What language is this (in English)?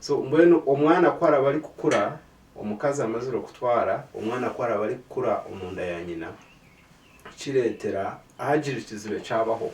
Nyankole